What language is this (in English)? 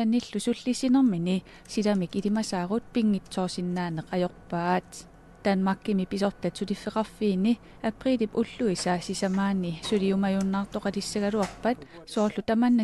Kalaallisut